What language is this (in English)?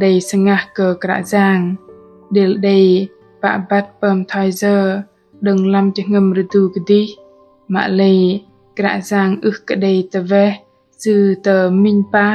Bahnar